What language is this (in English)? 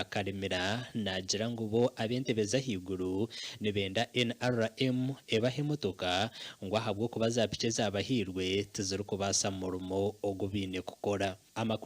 Nyankole